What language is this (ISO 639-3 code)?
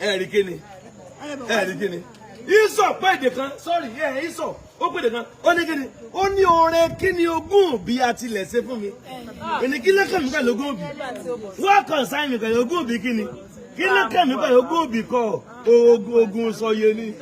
yor